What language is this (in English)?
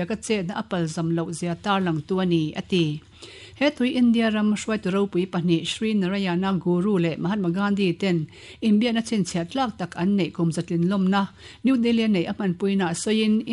Mizo